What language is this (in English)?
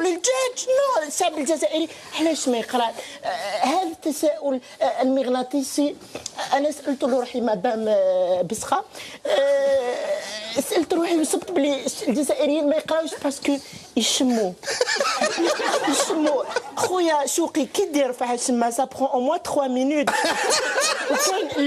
Algerian Arabic